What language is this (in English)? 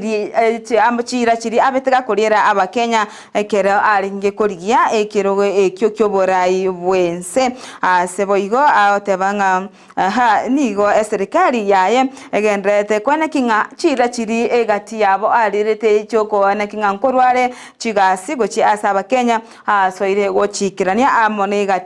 Gusii